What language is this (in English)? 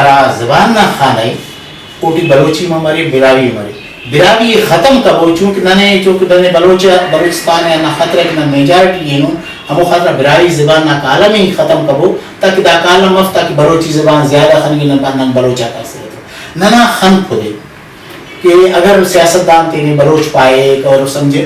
Brahui